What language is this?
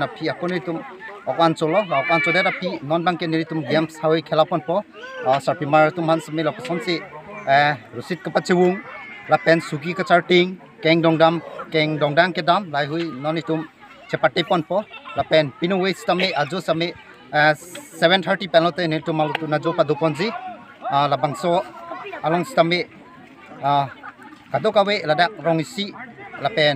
Karbi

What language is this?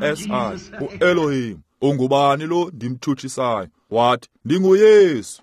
Xhosa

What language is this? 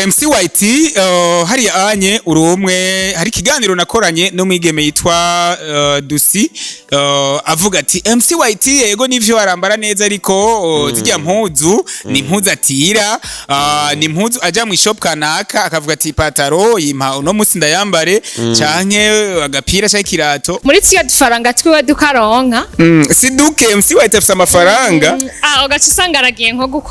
Rundi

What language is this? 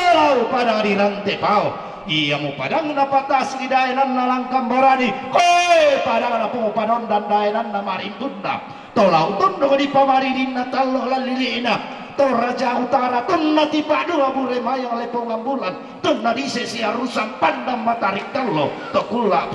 Toraja-Sa'dan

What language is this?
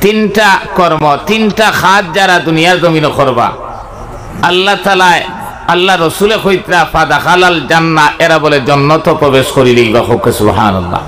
Sylheti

